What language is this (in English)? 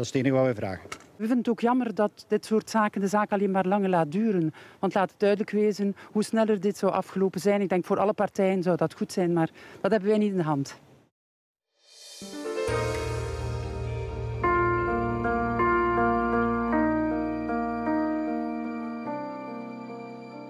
Dutch